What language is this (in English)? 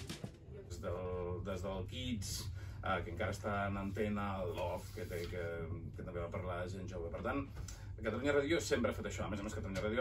Catalan